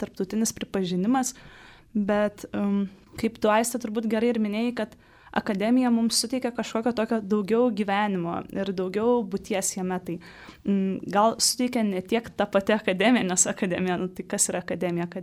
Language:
Lithuanian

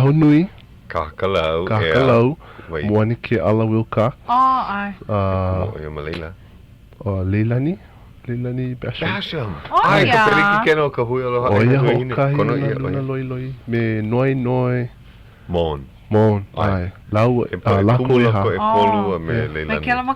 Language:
Hawaiian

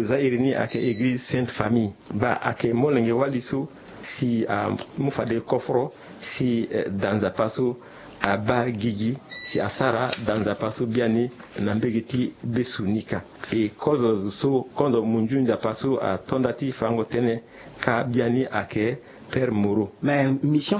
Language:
Sango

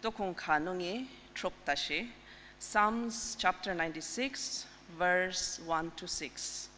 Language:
Ao Naga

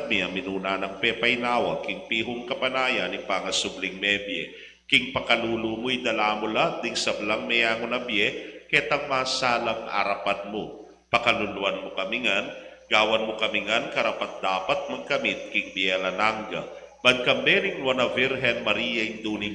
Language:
Pampanga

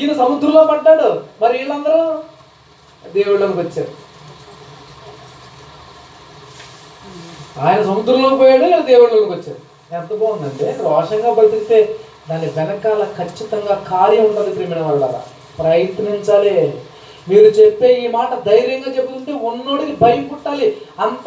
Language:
Telugu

